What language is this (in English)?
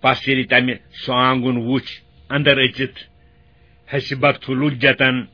Kashmiri